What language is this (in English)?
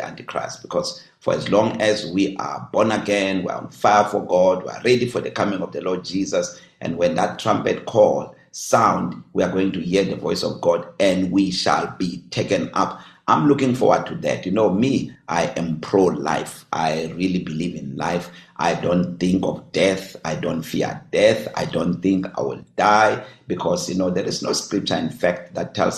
English